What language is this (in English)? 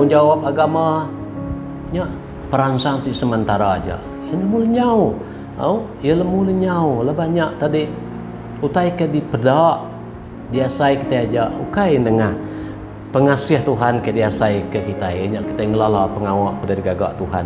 Iban